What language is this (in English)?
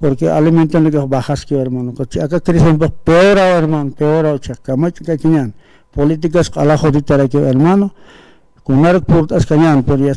Aymara